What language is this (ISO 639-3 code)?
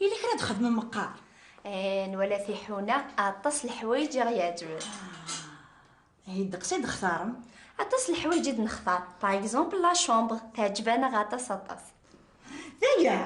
kab